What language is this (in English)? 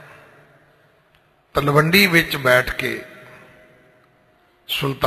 Punjabi